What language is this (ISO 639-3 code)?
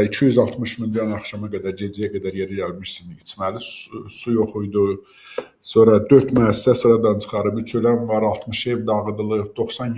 aze